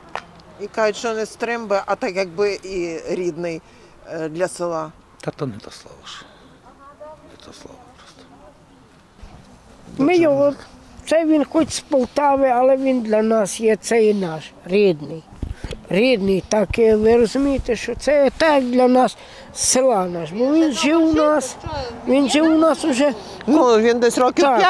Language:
Ukrainian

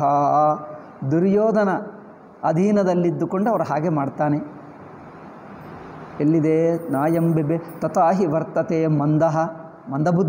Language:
Kannada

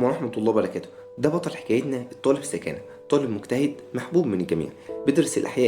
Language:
Egyptian Arabic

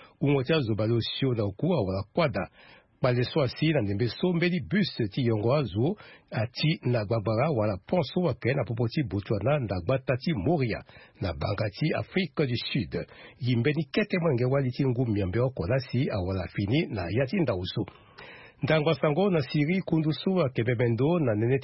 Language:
Sango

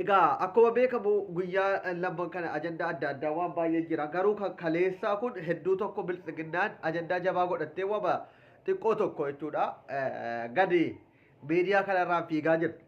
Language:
Oromo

